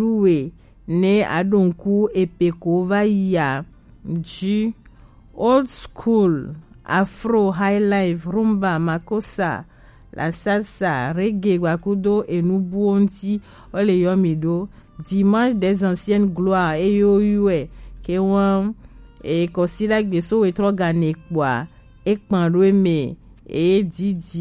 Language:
Gen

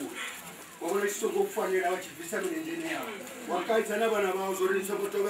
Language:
Venda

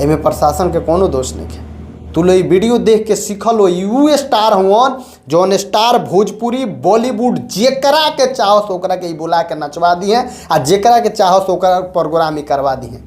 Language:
Bhojpuri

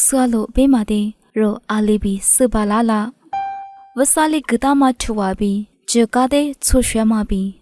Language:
Lisu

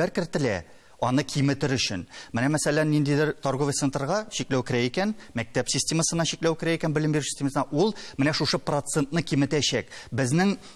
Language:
Tatar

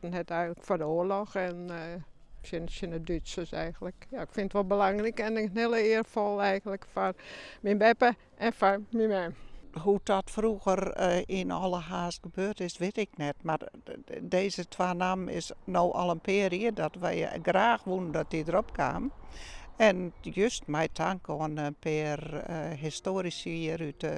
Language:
Western Frisian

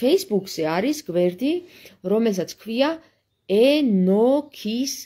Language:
Georgian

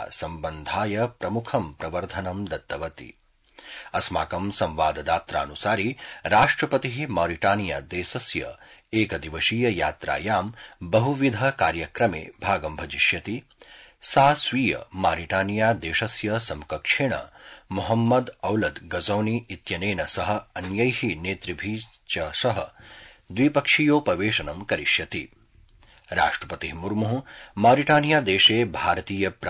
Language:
Sanskrit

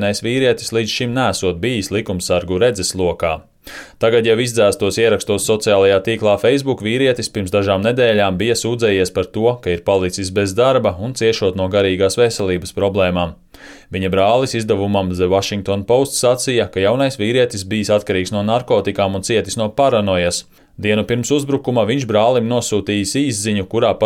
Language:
Latvian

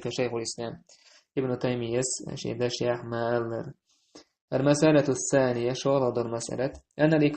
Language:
Chechen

